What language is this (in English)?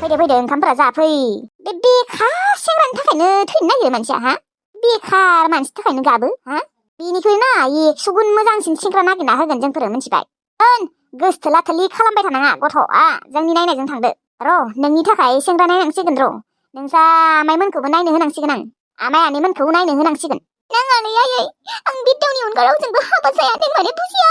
Bodo